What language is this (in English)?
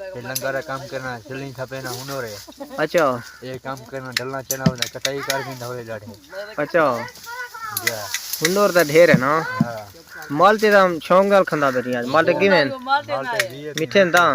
Saraiki